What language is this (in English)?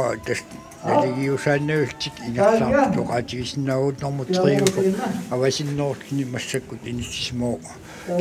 Kalaallisut